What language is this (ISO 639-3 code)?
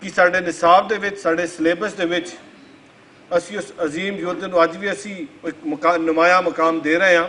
lah